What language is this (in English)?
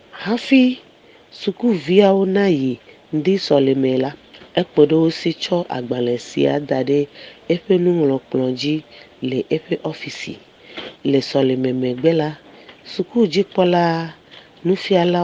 Ewe